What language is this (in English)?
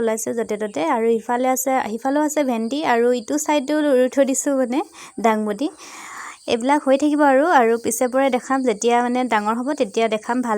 Assamese